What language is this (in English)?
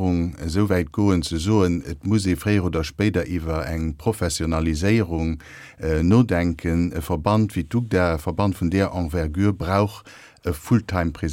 Luxembourgish